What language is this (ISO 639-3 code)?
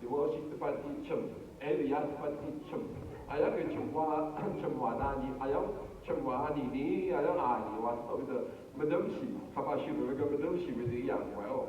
raw